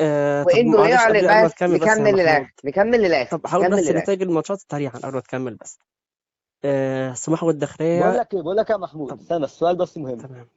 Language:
Egyptian Arabic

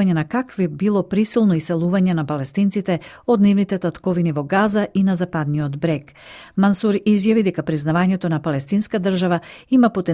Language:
Macedonian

